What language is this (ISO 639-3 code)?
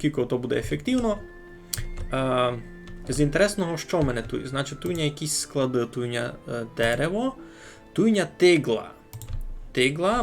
rue